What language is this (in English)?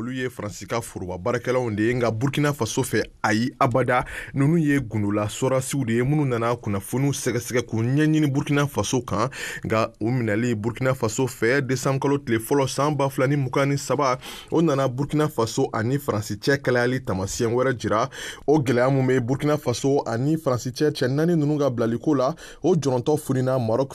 Bambara